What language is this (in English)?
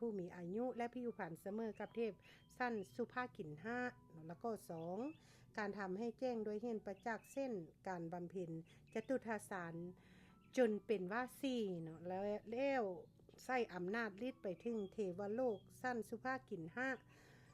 Lao